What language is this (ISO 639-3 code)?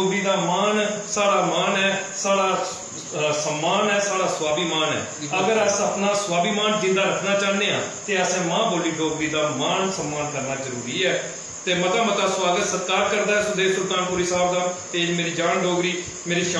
doi